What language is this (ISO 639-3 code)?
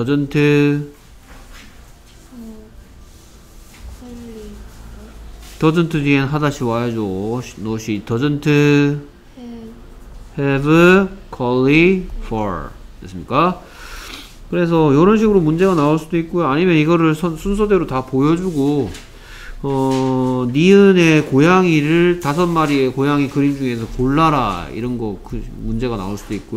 kor